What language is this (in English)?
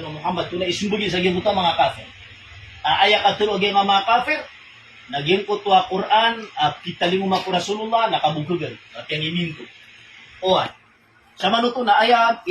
Maranao